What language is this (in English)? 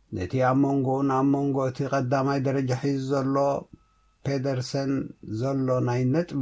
Tigrinya